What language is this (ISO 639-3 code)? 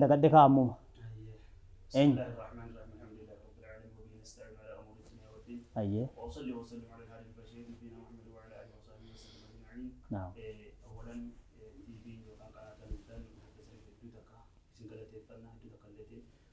orm